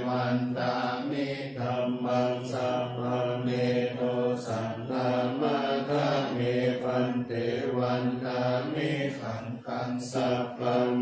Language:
Pali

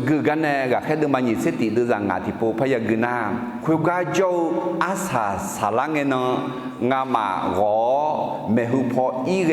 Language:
Akha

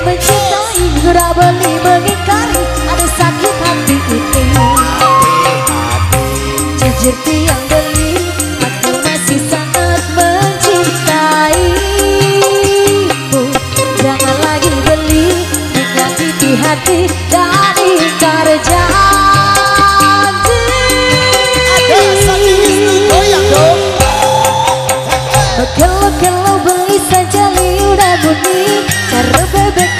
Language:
Indonesian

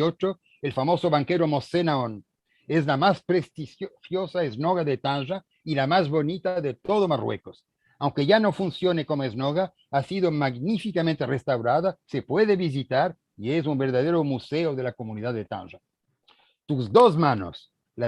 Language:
Ladino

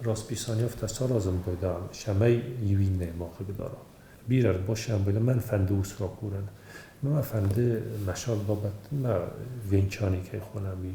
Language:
Ossetic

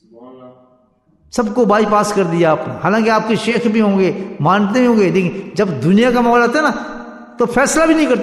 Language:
Urdu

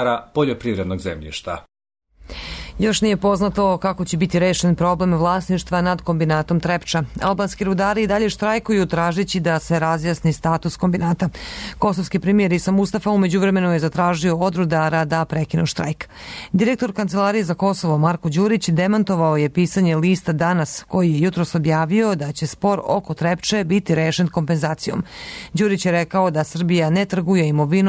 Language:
Serbian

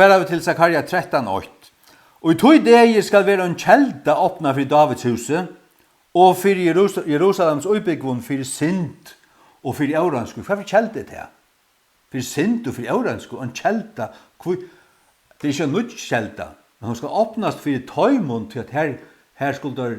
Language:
Faroese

